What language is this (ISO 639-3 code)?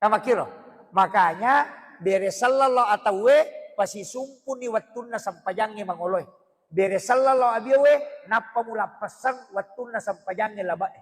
bug